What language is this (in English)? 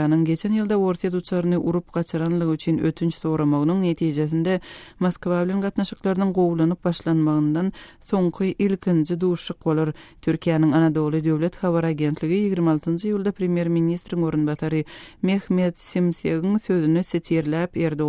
Turkmen